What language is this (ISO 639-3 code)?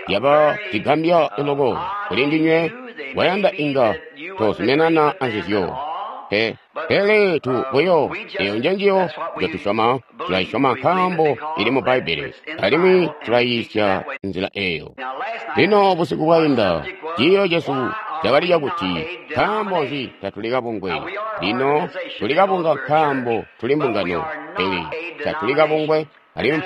toi